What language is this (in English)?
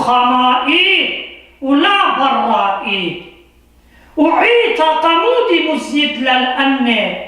Assyrian Neo-Aramaic